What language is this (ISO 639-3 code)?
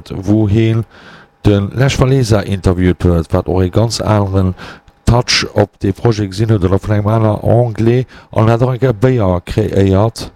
ltz